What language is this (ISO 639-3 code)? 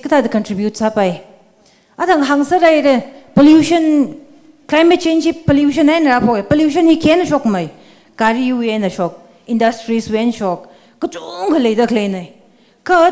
nmf